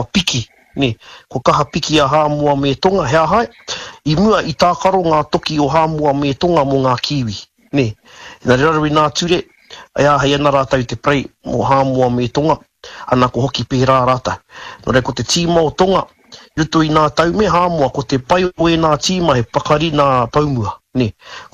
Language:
Māori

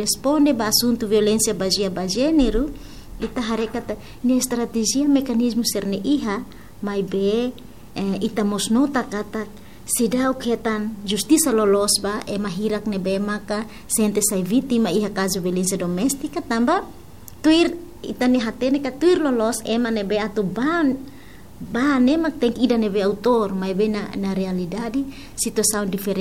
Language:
Tetum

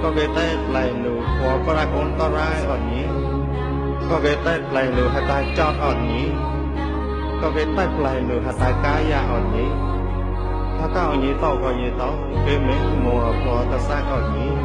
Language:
Mon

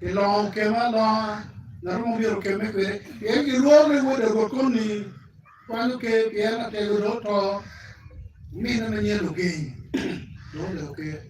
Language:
Acoli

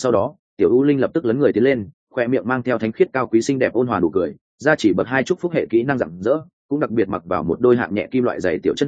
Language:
Vietnamese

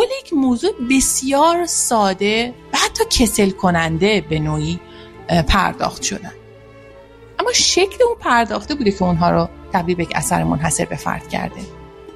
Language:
Persian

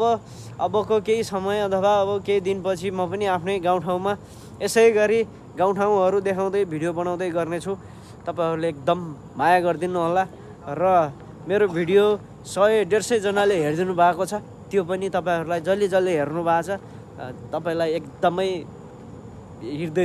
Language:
Nepali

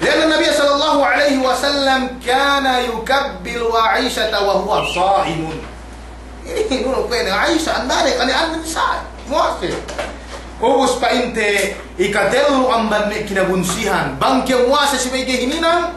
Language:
Yakan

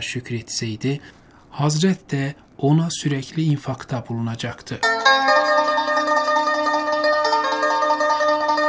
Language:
Turkish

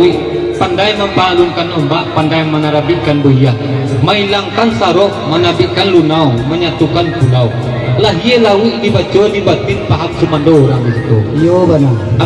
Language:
Minangkabau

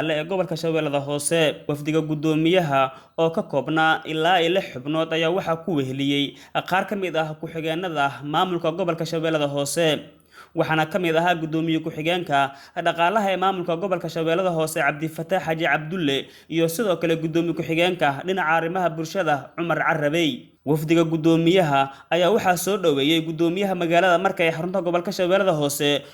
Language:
Somali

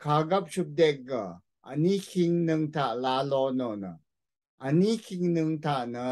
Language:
Rawang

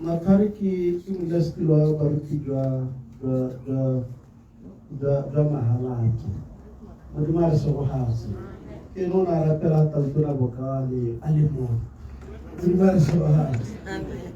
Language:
Tswana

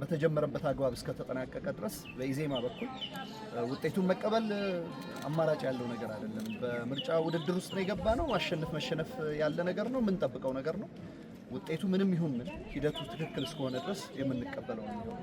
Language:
Amharic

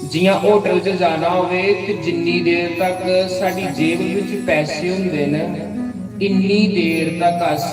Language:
Dogri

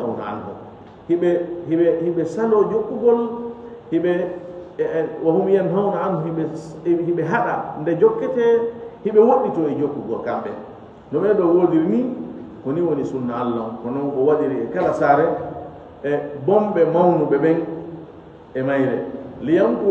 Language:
Fula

